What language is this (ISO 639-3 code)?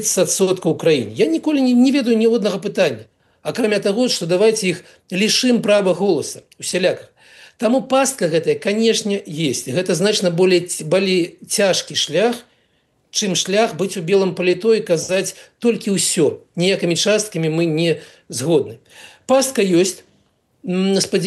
bel